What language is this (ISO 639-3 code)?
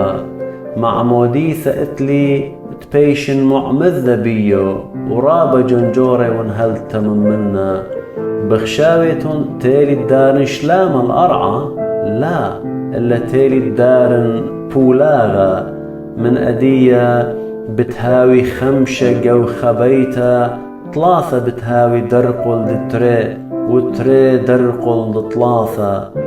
aii